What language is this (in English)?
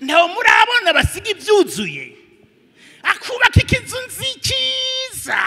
Rundi